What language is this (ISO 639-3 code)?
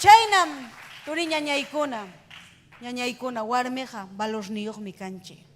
quy